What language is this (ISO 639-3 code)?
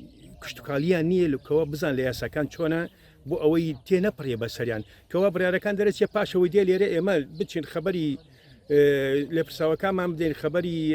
ckb